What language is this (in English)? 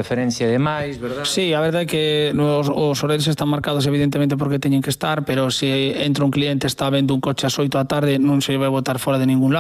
Galician